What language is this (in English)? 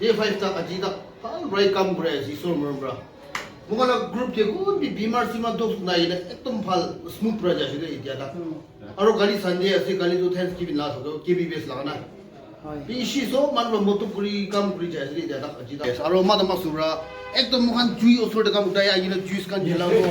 Naga Pidgin